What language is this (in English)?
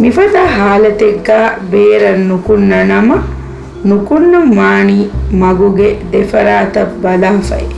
Divehi